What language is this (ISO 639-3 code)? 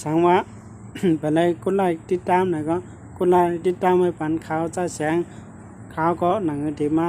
shn